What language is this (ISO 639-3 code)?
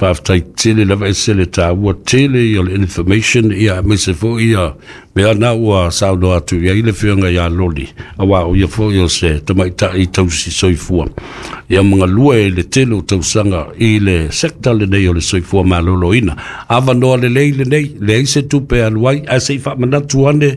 smo